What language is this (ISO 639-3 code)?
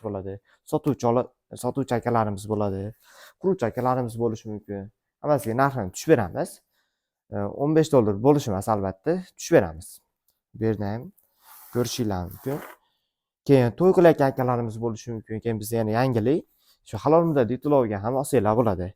uzb